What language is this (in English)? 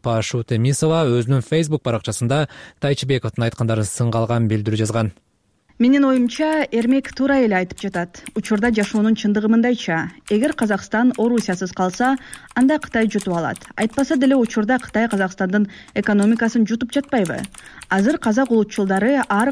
Kyrgyz